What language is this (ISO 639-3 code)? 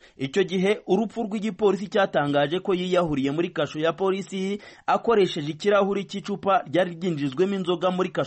kin